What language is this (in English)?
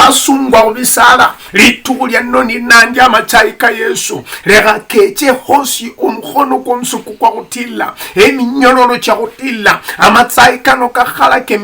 Luyia